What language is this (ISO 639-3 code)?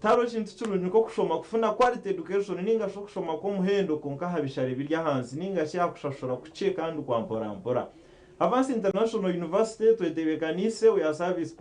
nyn